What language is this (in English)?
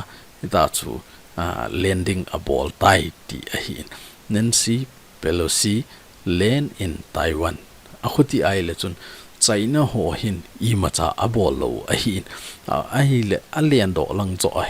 Thado Chin